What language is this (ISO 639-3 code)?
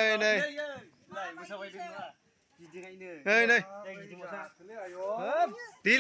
brx